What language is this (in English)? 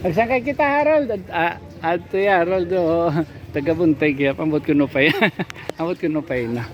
Waray